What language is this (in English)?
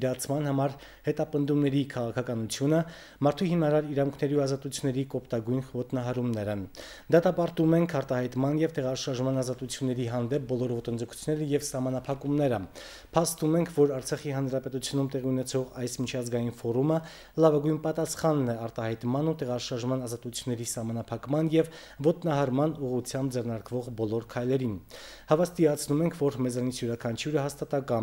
Armenian